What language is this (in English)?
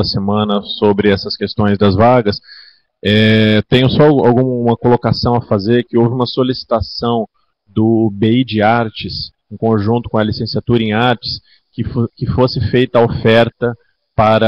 Portuguese